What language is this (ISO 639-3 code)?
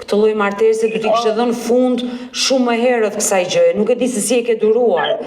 sqi